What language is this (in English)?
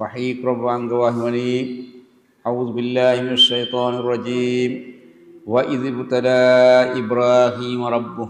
Divehi